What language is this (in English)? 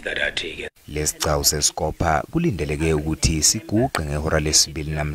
Zulu